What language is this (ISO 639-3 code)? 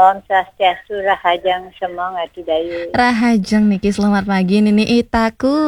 ban